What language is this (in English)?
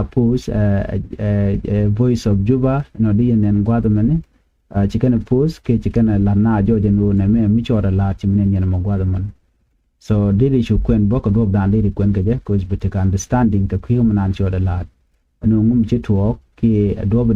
Nuer